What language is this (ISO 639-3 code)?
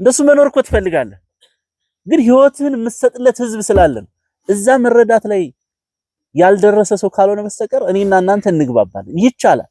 amh